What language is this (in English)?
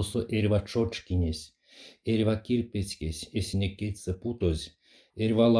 Erzya